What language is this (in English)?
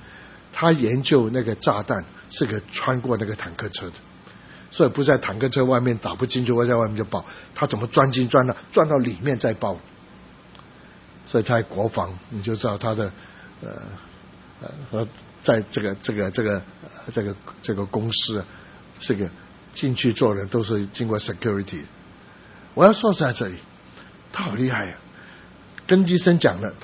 Chinese